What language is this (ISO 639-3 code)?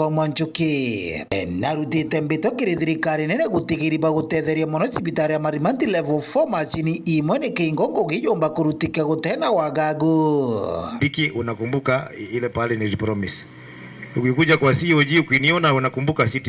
mer